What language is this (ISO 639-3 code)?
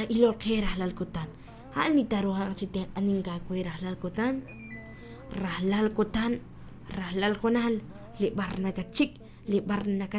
kek